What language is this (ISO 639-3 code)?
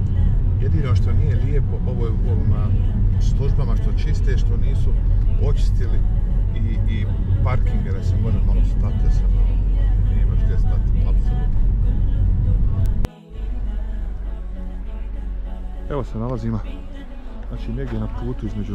bos